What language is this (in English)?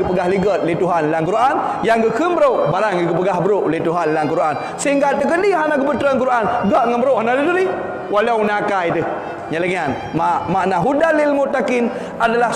Achinese